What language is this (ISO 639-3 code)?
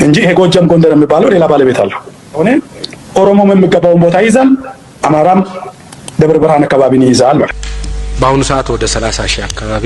amh